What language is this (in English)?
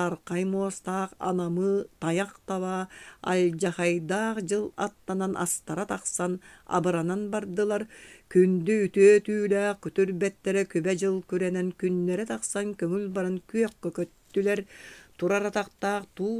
Yakut